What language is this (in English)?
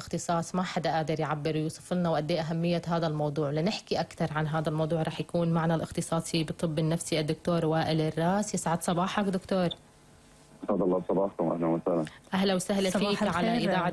North Levantine Arabic